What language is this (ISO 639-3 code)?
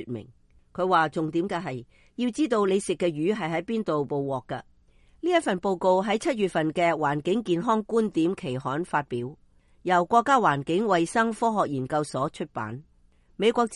yue